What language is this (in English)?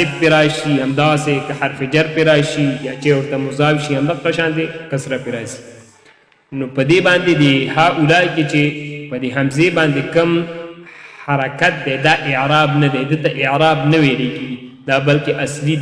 Pashto